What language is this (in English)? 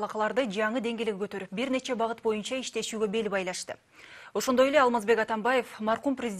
Kyrgyz